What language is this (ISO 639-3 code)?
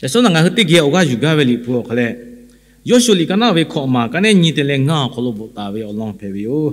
lhu